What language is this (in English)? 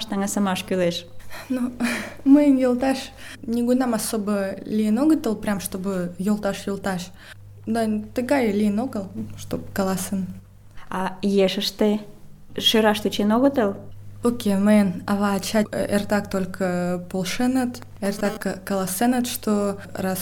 Mari